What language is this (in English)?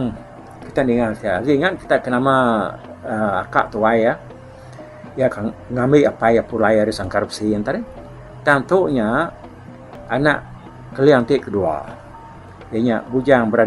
Iban